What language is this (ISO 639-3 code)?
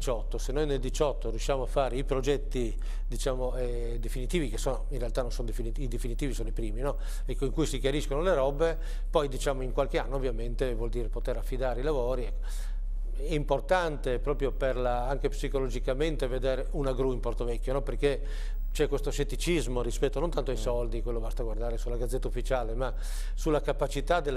ita